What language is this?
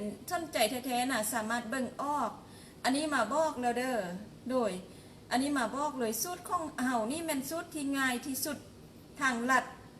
Lao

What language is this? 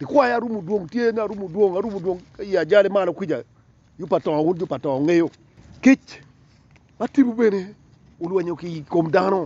Acoli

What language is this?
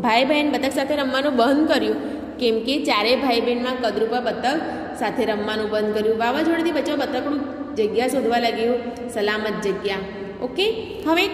Gujarati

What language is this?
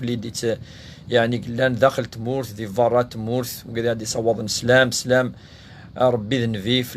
Kabyle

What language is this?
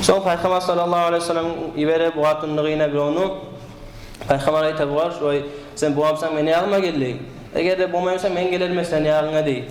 Kumyk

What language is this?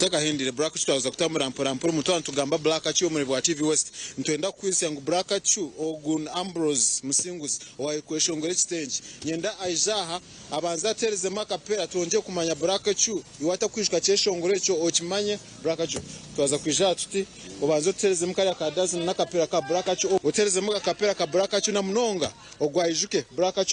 Nyankole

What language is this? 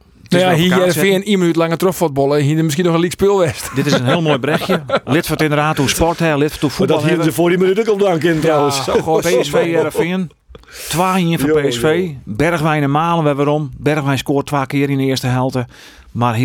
Western Frisian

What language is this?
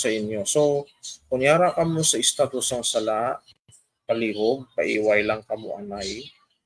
Hiligaynon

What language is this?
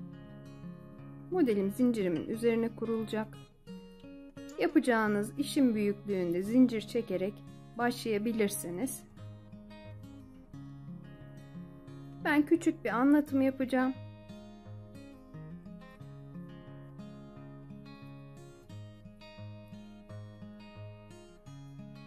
Turkish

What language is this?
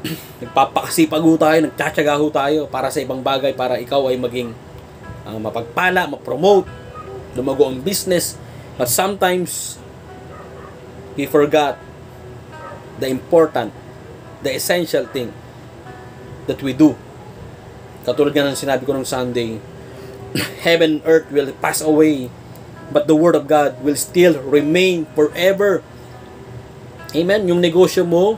Filipino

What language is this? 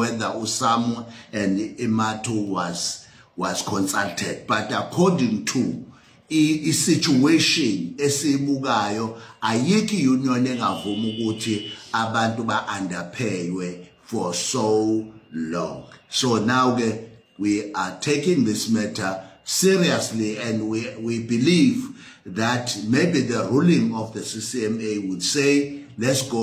Zulu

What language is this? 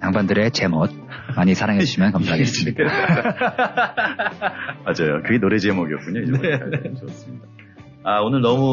Korean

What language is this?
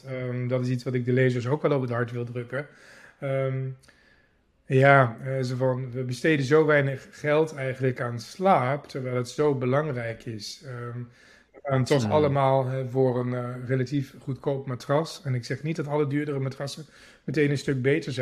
Dutch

